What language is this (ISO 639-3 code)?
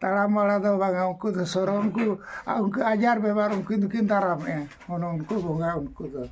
sat